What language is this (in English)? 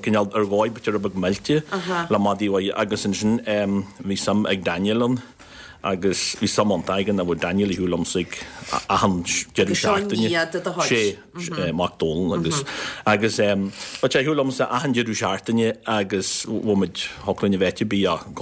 Irish